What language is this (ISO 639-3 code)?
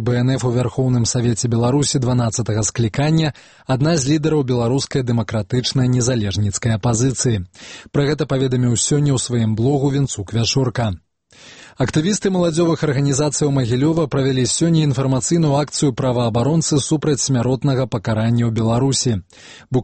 bel